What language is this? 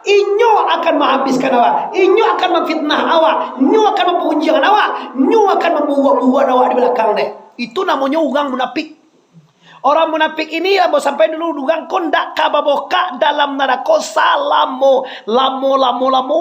Minangkabau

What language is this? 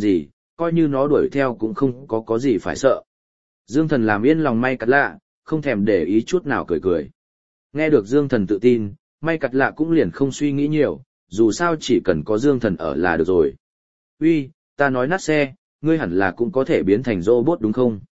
Vietnamese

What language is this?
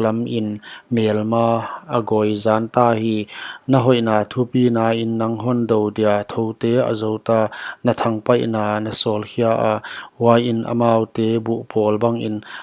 Paite Chin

